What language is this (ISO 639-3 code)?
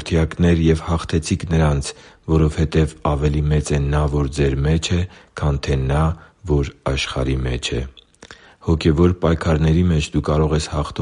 hye